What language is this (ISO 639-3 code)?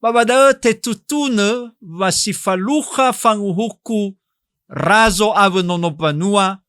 nia